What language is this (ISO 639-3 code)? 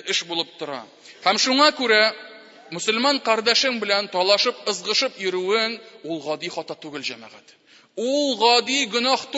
tat